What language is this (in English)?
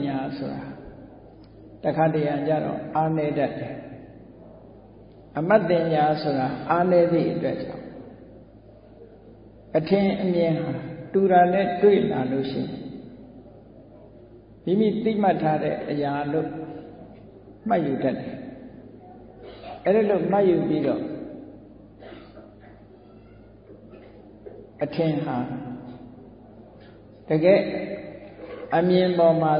Burmese